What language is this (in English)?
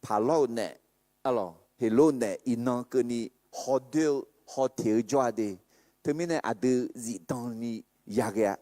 Akha